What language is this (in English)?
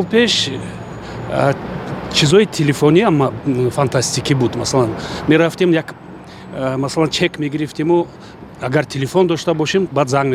Tajik